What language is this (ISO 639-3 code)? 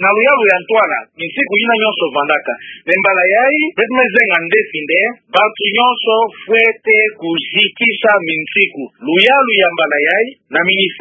ktu